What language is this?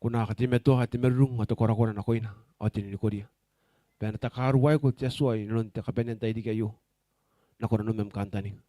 Gilbertese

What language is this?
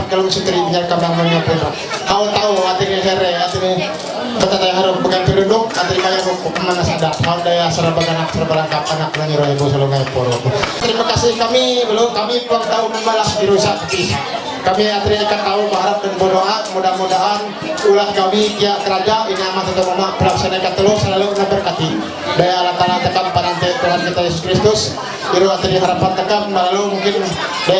Ma'anyan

